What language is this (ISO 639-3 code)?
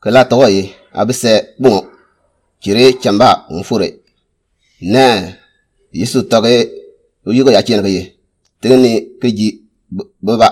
som